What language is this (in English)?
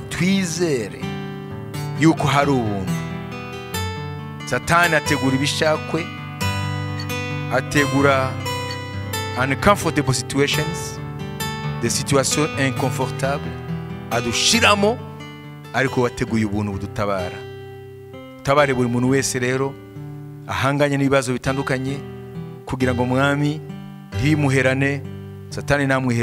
Kinyarwanda